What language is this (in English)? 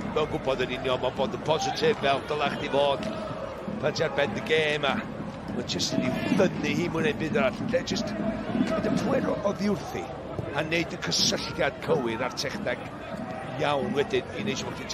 Welsh